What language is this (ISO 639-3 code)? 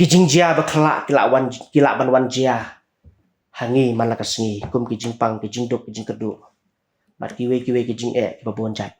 kha